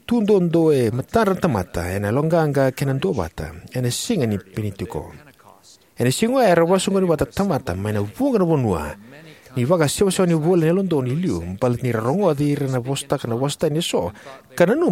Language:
Fijian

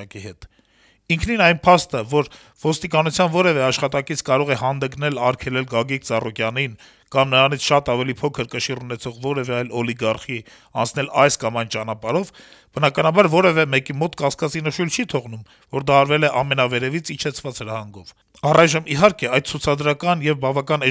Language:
Armenian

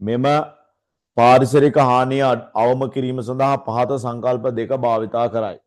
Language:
Sinhala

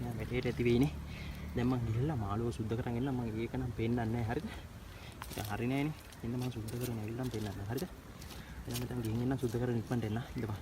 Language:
Sinhala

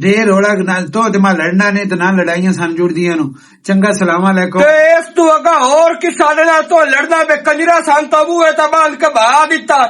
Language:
Western Panjabi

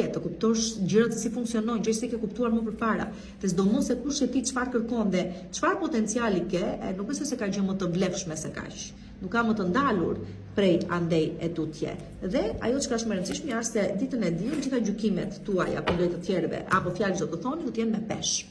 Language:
Albanian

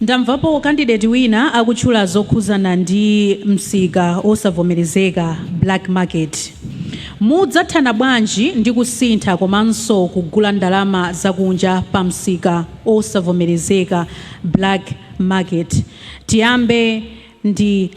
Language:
Nyanja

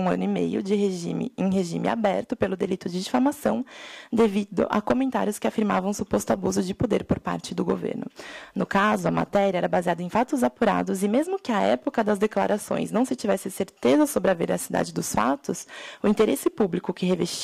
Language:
Portuguese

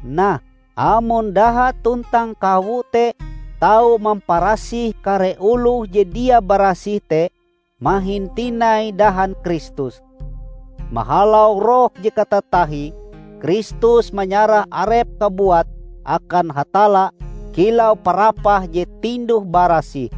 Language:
Ngaju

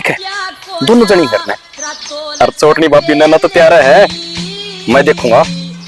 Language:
Haryanvi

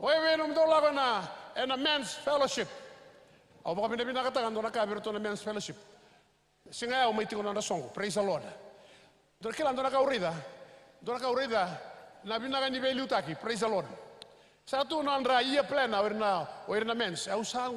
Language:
Fijian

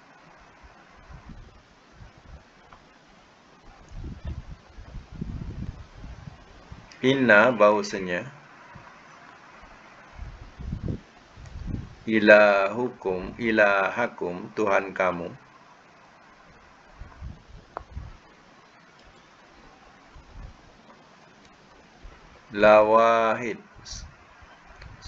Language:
Malay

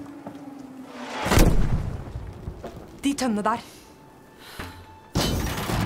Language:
Norwegian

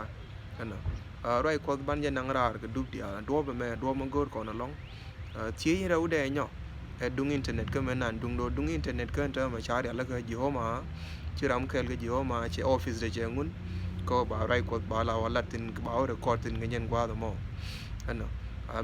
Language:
Nuer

